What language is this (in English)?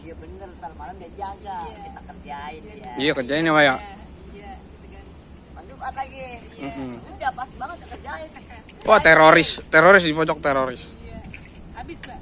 Betawi